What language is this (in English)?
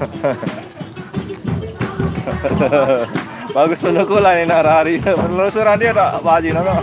Sasak